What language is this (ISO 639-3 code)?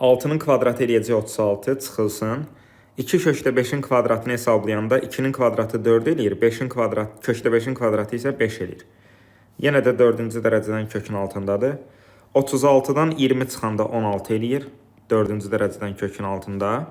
aze